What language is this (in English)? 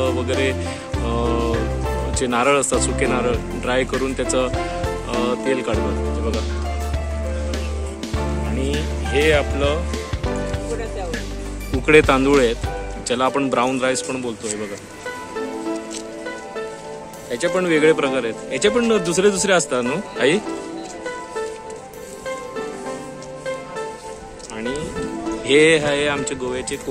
Marathi